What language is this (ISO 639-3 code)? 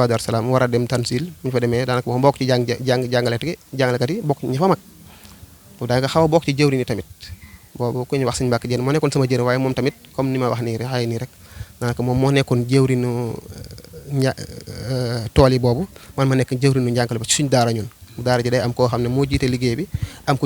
wol